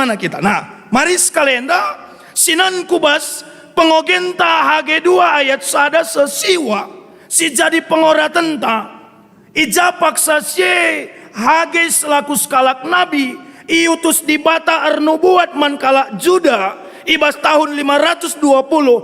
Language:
Batak Karo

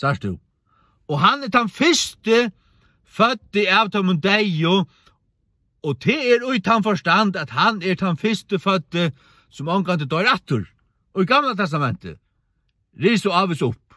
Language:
Faroese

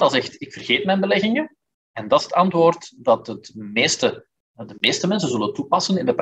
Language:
Dutch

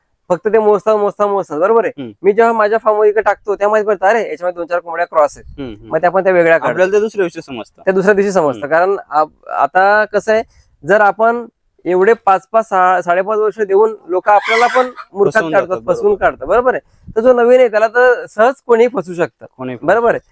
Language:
Marathi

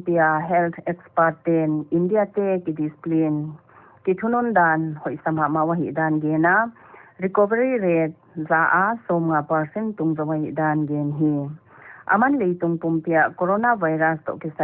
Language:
Paite Chin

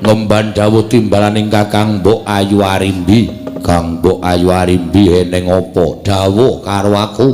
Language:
Javanese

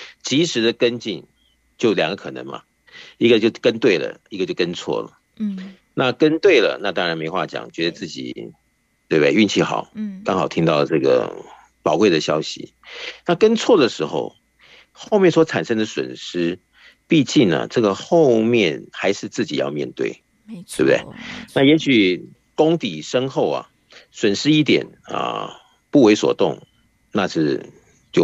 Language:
Chinese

